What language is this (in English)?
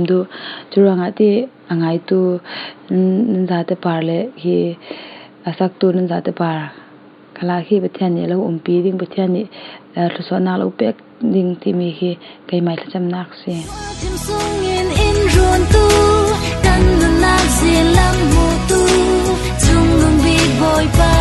Falam Chin